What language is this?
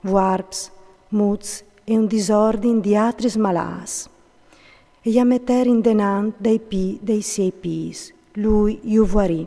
Friulian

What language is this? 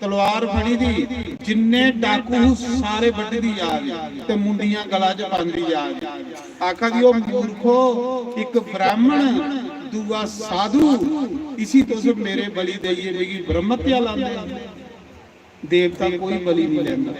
Dogri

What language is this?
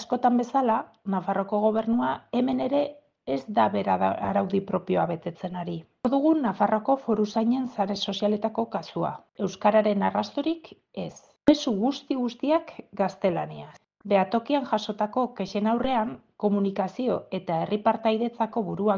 Basque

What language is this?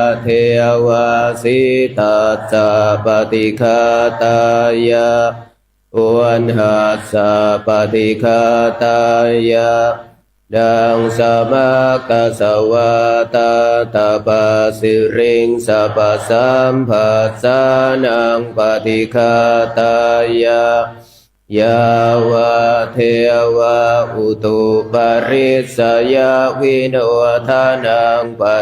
Pali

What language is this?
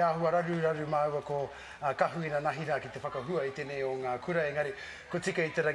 Māori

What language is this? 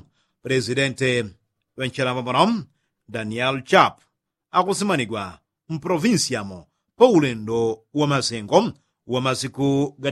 Yao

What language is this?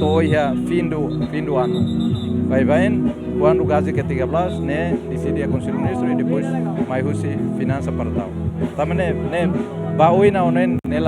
Tetum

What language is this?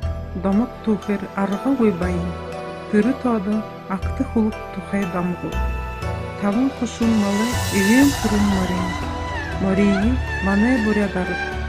Buriat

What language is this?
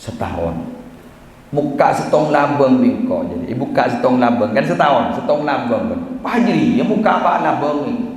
Madurese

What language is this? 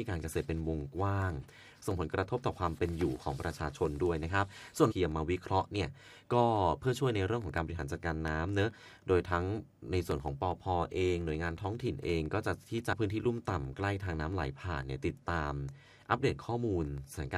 Thai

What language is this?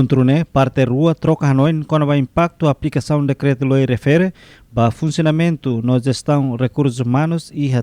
Tetum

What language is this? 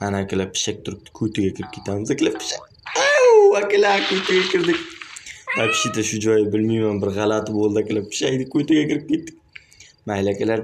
Uzbek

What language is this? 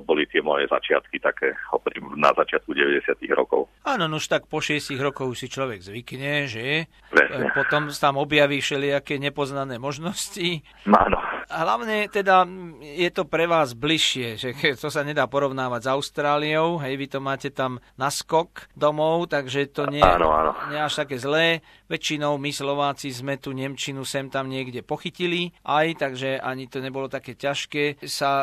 Slovak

